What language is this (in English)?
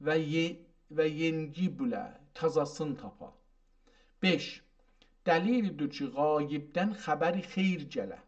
South Azerbaijani